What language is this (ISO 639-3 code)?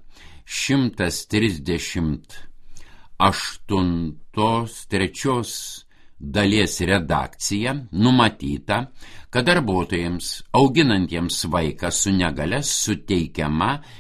lit